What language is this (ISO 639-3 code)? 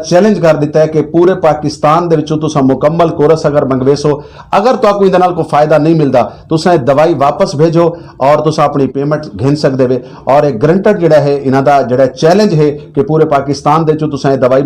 skr